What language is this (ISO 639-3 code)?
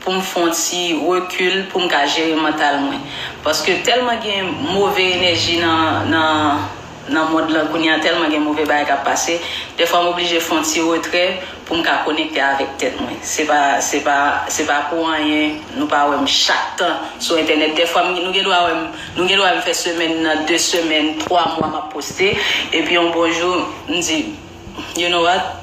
hat